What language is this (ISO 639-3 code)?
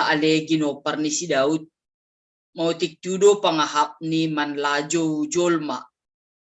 bts